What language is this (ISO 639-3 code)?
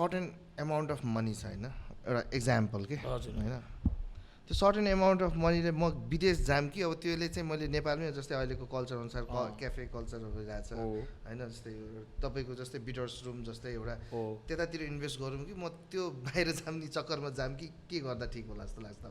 nep